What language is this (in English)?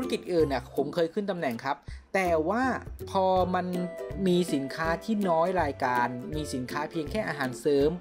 Thai